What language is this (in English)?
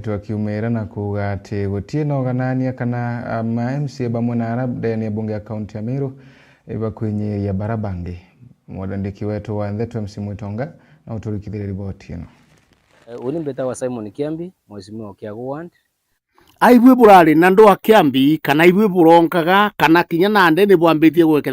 Meru